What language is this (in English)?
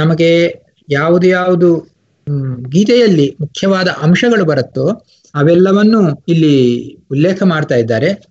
Kannada